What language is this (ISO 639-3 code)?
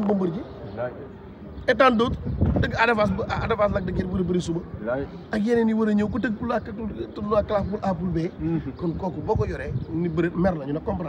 wol